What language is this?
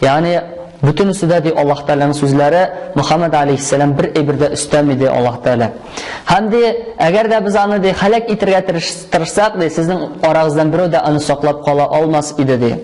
Tatar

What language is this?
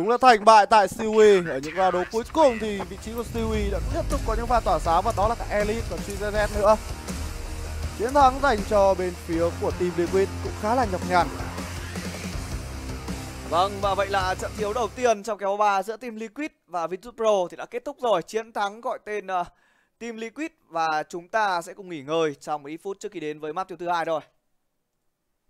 Vietnamese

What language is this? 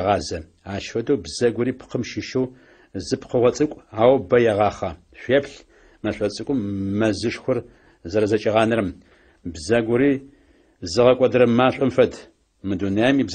Adyghe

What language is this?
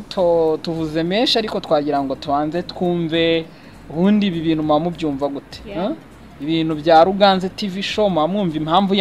Kinyarwanda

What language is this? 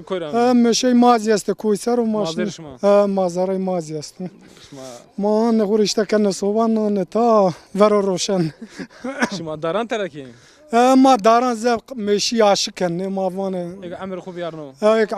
Zaza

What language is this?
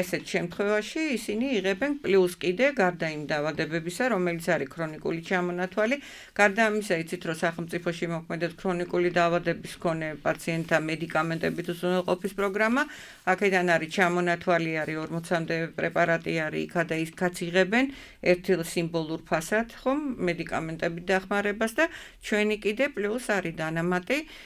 Georgian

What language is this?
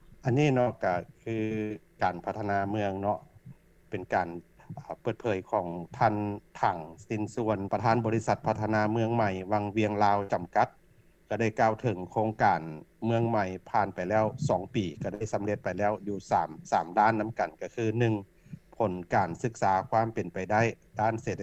Lao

